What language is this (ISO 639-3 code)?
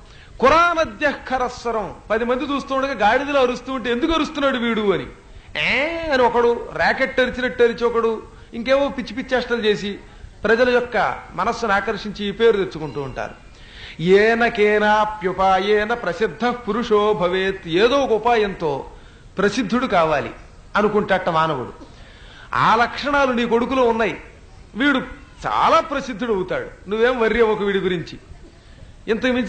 tel